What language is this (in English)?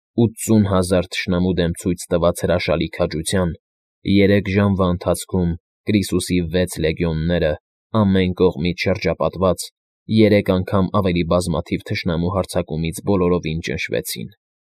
Armenian